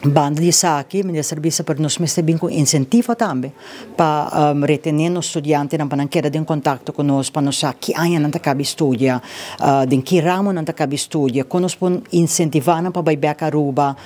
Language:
Papiamento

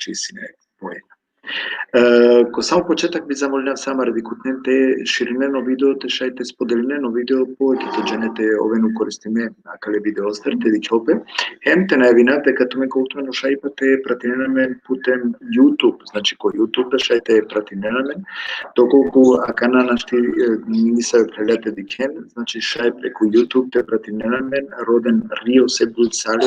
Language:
Balkan Romani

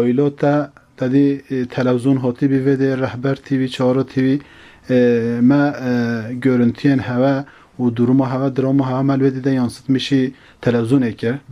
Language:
Kurdish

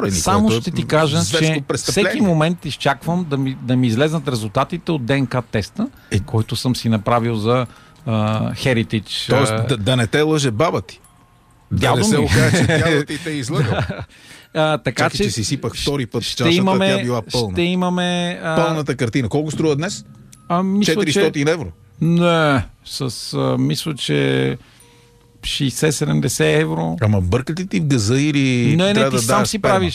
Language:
Bulgarian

